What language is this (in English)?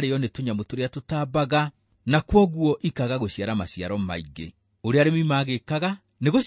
Kikuyu